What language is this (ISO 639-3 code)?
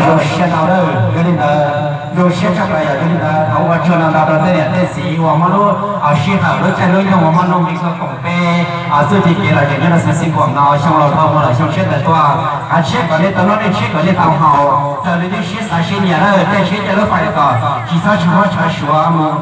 hmn